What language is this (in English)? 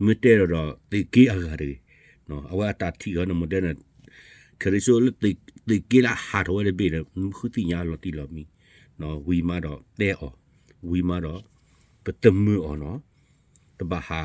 S'gaw Karen